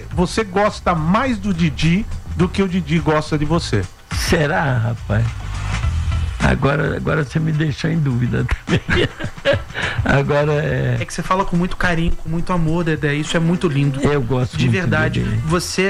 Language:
Portuguese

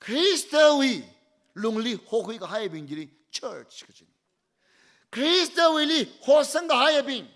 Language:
Tangkhul Naga (India)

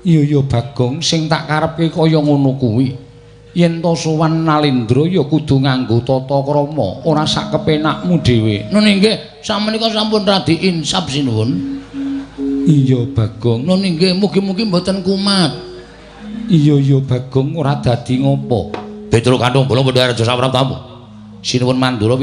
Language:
Javanese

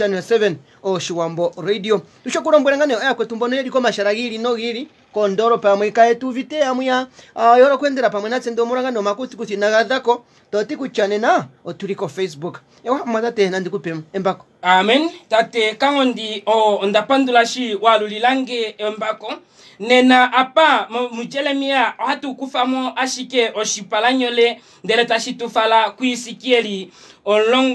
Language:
Kuanyama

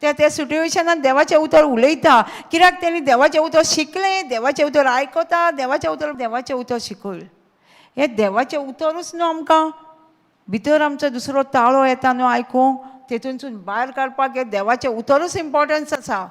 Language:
Konkani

